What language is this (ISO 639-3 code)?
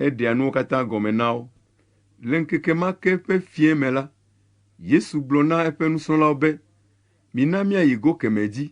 ewe